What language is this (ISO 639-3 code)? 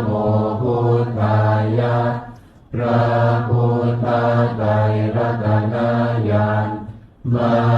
pli